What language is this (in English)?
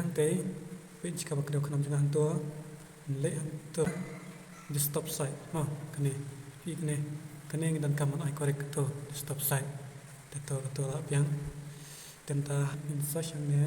Khasi